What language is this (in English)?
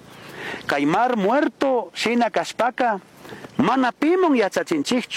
Chimborazo Highland Quichua